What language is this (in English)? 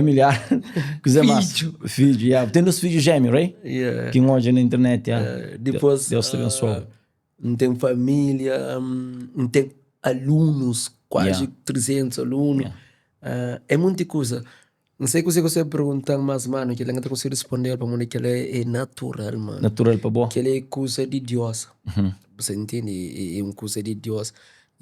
Kabuverdianu